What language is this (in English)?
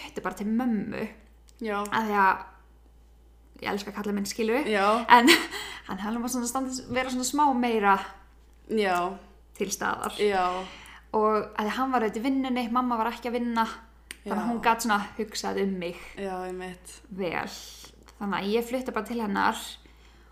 Icelandic